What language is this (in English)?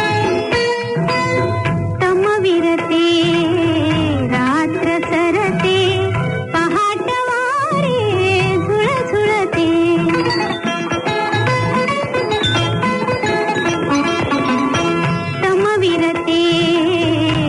Marathi